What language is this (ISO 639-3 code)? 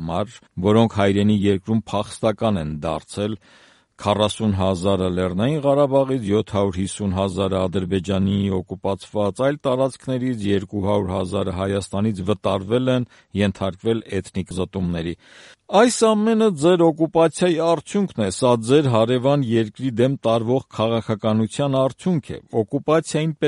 hye